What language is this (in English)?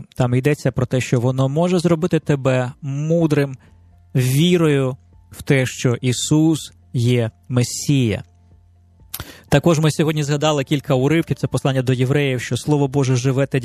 Ukrainian